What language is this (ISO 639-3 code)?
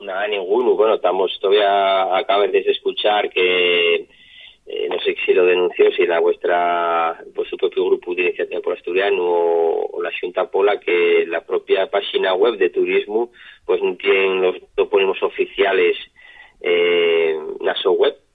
ast